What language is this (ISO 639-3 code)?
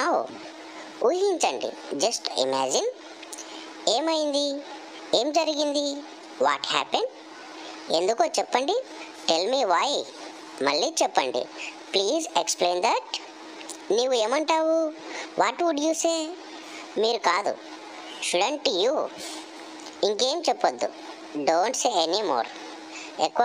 tel